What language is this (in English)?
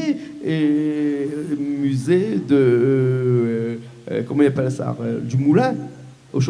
Réunion Creole French